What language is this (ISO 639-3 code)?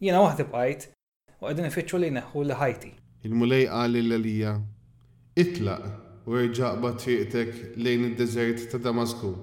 mlt